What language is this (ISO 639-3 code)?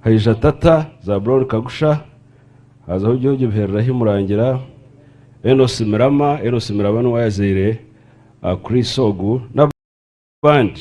nyn